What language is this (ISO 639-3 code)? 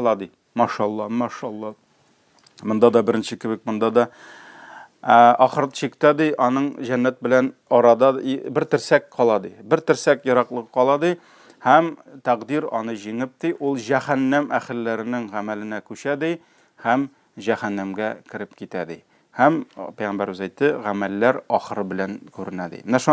tat